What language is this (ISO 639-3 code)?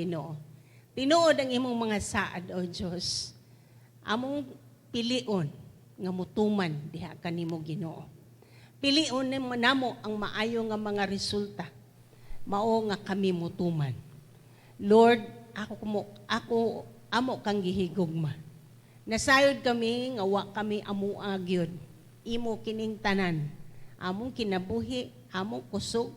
ceb